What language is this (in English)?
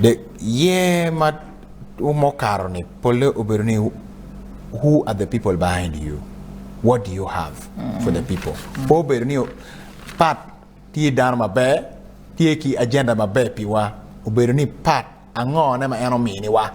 Acoli